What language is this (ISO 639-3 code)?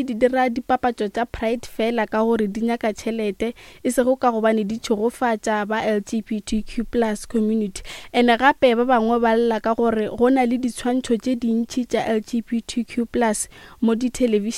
nso